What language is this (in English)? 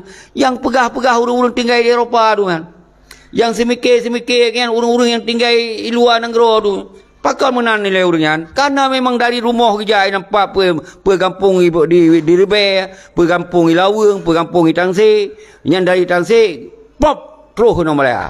Achinese